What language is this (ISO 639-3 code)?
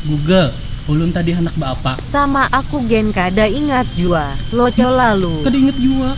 bjn